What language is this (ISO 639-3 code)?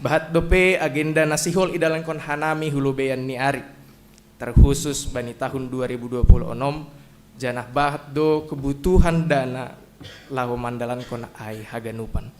bts